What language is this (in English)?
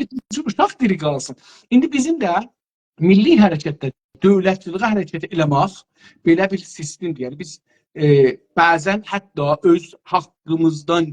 South Azerbaijani